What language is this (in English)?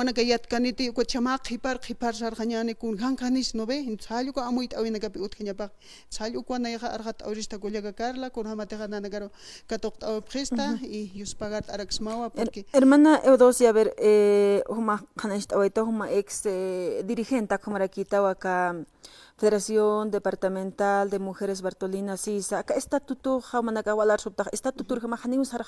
Aymara